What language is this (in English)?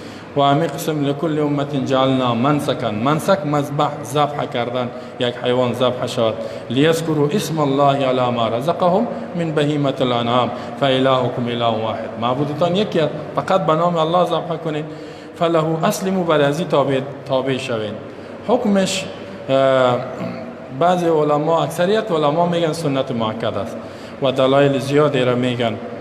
Persian